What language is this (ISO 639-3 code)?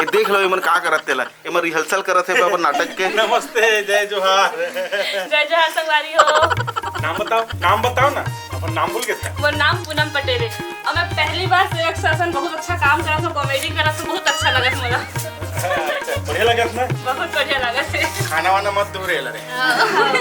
hne